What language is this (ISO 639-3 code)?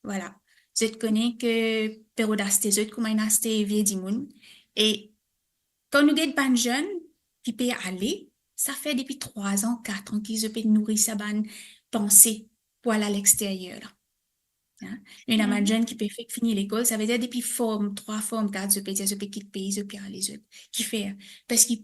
mfe